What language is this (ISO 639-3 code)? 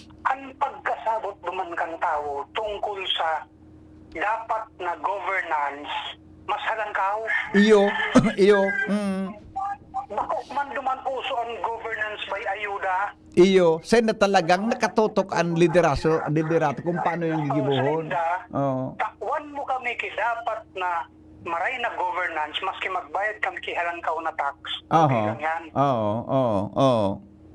bik